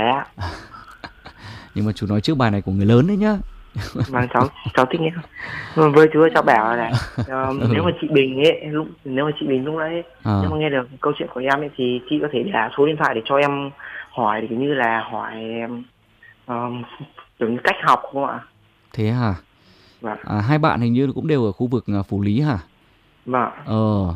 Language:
Vietnamese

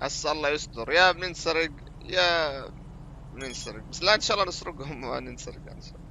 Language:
North Levantine Arabic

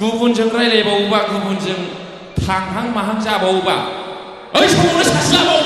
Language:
Bodo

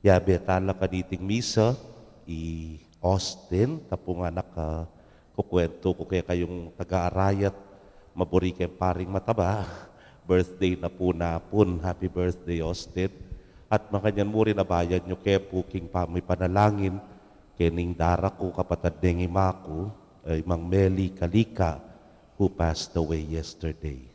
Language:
Pampanga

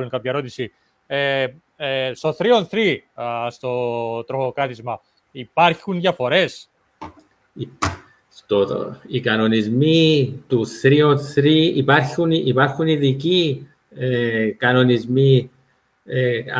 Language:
Greek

